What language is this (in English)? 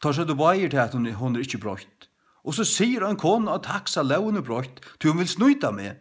Faroese